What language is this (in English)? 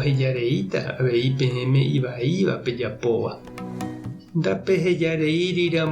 Guarani